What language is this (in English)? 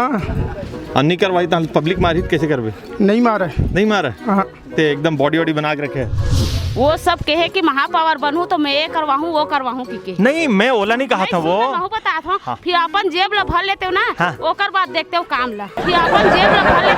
Chhattisgarhi